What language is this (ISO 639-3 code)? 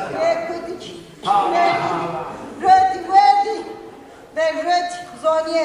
zza